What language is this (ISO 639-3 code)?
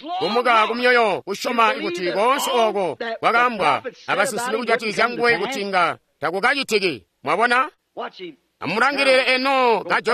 toi